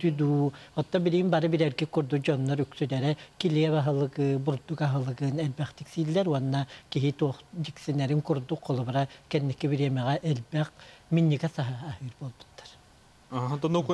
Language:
Yakut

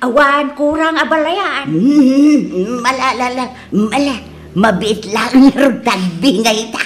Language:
Iloko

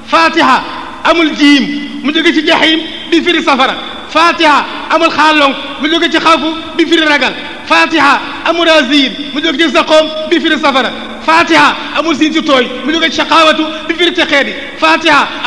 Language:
Wolof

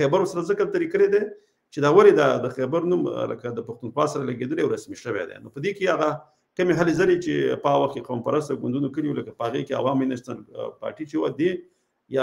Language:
Pashto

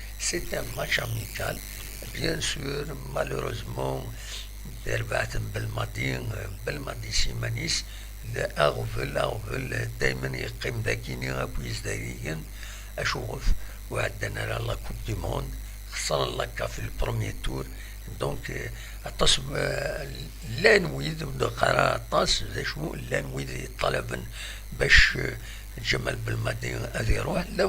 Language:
Kabyle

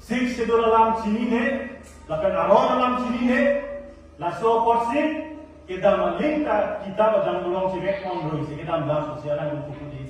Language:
Karbi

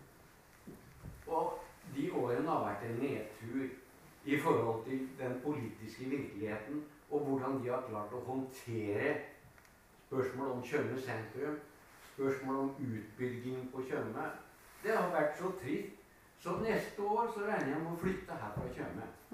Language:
Norwegian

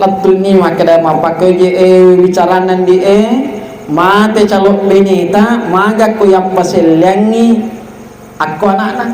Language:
Buginese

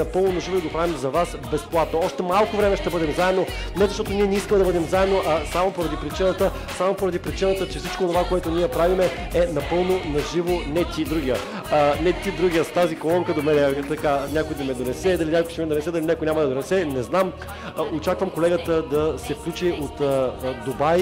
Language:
Bulgarian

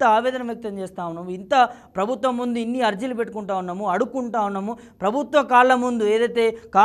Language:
Telugu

